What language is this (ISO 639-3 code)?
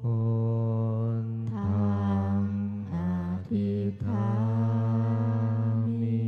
pli